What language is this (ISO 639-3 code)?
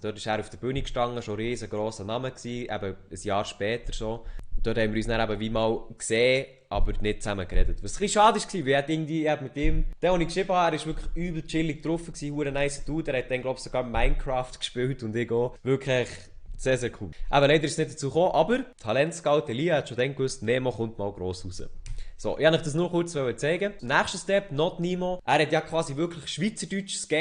gsw